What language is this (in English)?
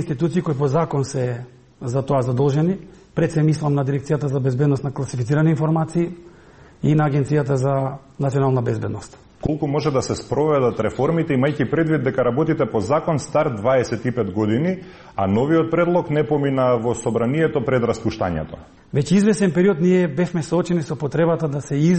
Macedonian